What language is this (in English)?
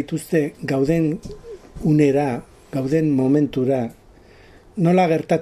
Basque